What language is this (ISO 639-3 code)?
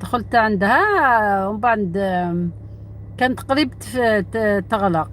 arq